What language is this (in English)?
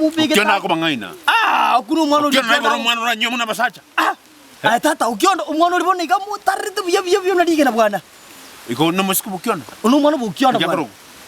Gusii